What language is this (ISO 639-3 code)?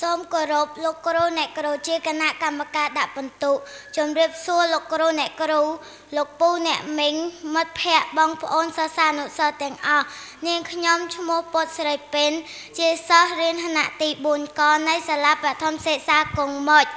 khm